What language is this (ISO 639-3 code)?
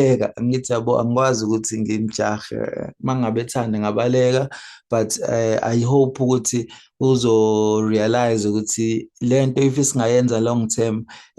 zul